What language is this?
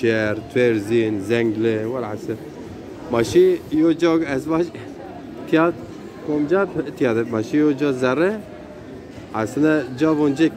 Zaza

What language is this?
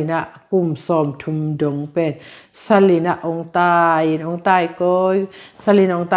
Tedim Chin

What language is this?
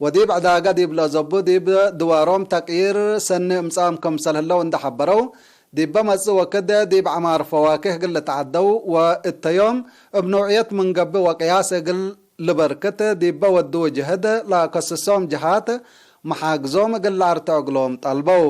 Tigre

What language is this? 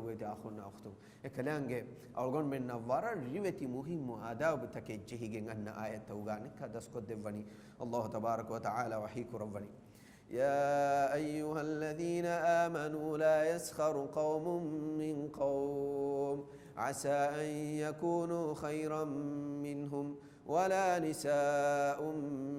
Divehi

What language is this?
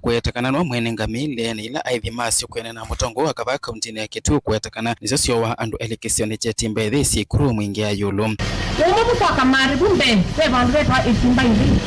Kamba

